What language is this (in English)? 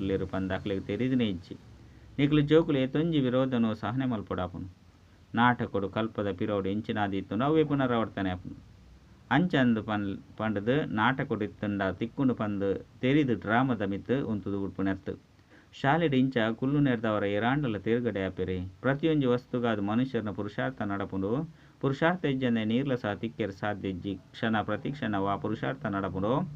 Tulu